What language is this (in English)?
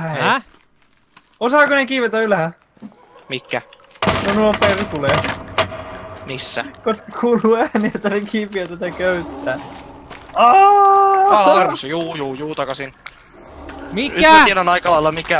Finnish